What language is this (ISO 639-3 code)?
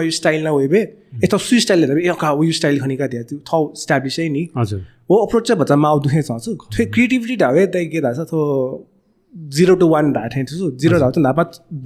new